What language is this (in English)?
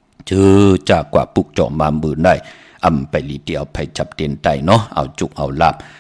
Shan